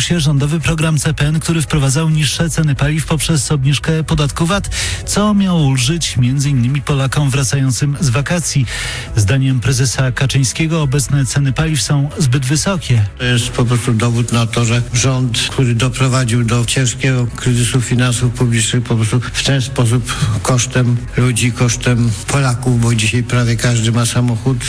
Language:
Polish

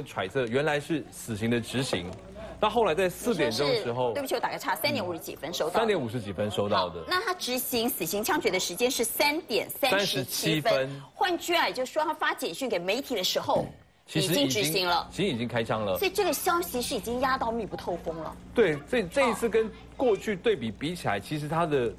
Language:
Chinese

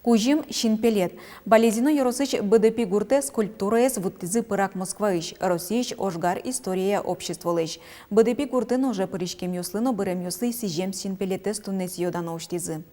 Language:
Udmurt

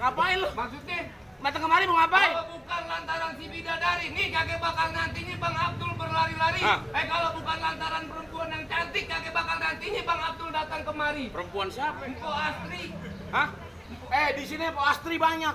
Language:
Betawi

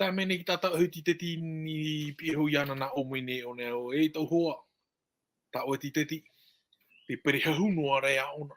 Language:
Tahitian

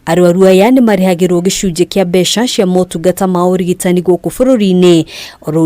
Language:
Kikuyu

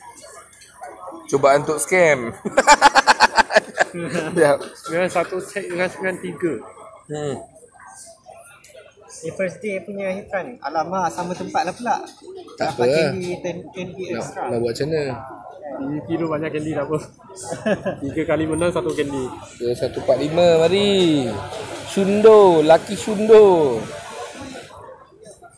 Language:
Malay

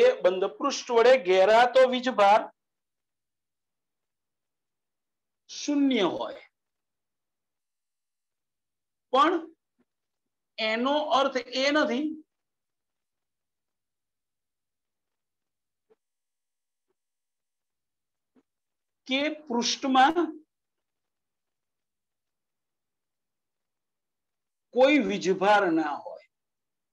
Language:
Gujarati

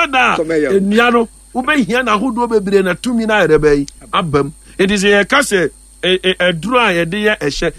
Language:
Akan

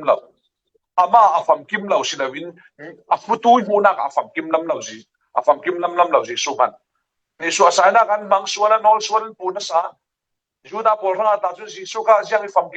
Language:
Falam Chin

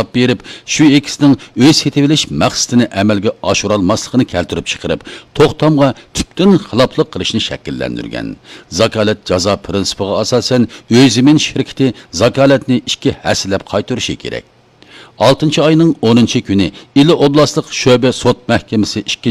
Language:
Uyghur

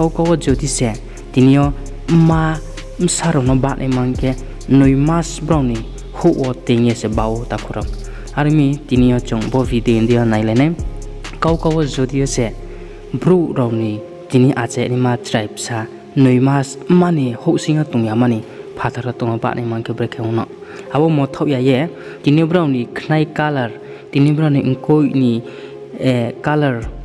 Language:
Riang (India)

